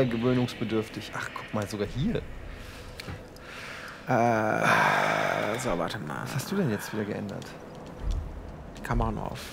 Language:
German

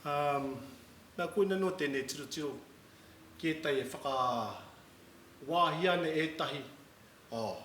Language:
Māori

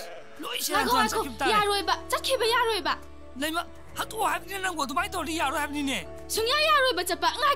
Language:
Manipuri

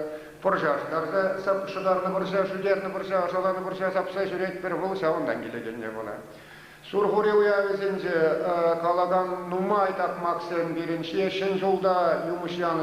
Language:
Chuvash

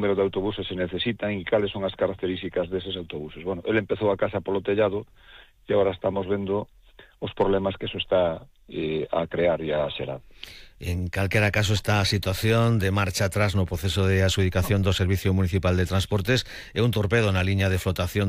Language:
Galician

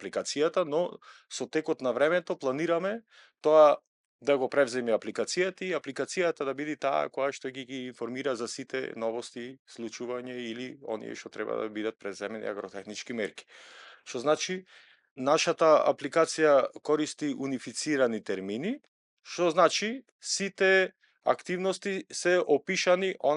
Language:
Macedonian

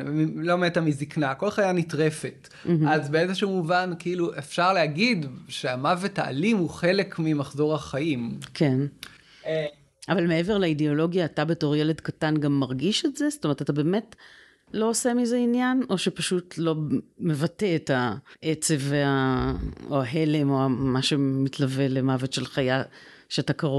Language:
Hebrew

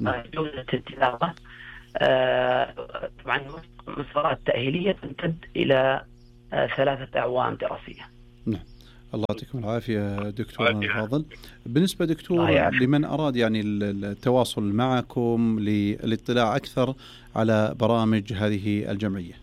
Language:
Najdi Arabic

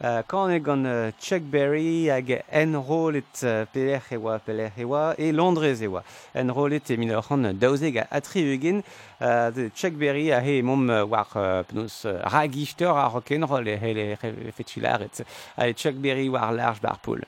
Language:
Breton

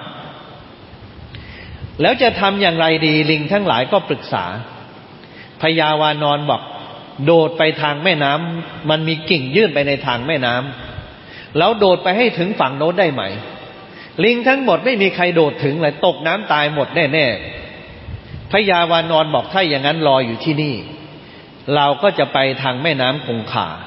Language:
Thai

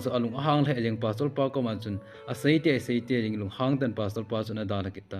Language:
Thado Chin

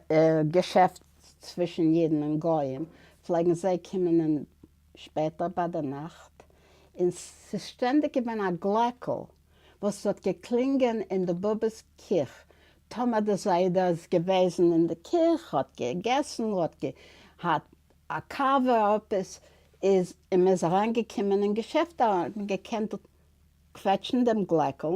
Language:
Yiddish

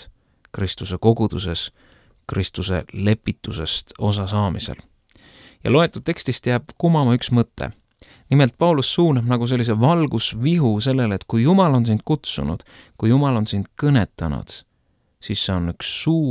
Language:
Estonian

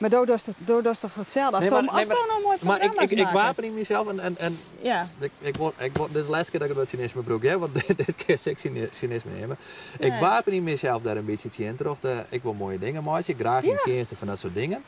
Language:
Western Frisian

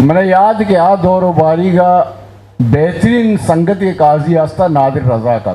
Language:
Eastern Balochi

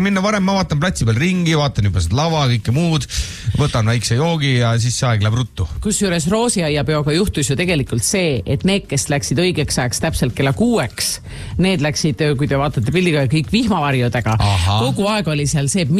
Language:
Estonian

